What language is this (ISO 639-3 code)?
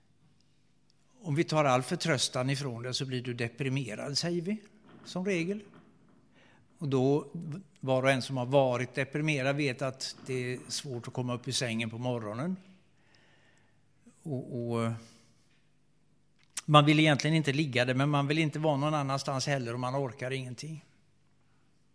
swe